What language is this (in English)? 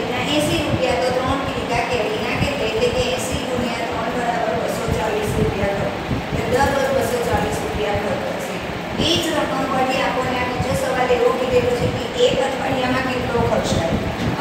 Gujarati